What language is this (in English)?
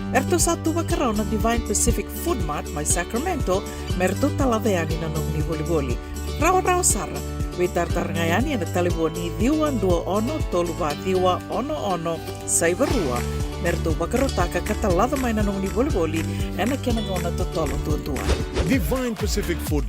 Fijian